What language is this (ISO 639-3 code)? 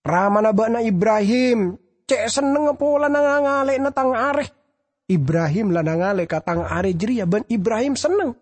mad